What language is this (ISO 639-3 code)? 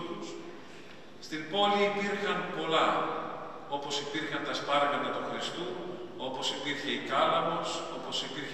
ell